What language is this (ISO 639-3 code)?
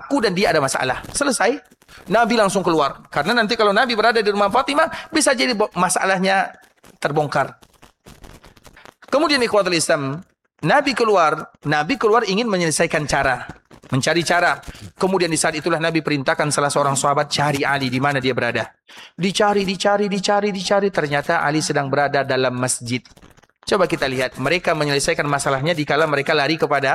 ind